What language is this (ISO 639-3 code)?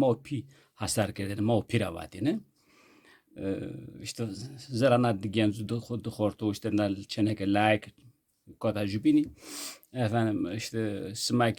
zza